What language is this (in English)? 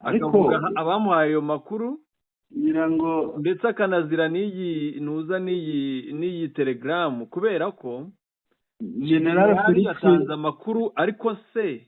Kinyarwanda